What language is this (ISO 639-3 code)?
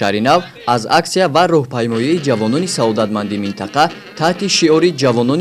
tgk